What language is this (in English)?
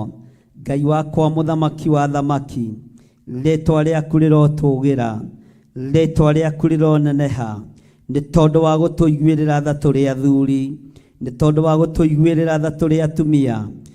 Kikuyu